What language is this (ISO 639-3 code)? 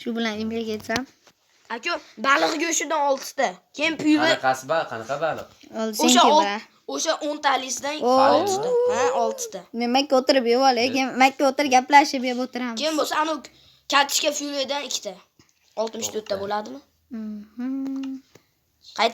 uzb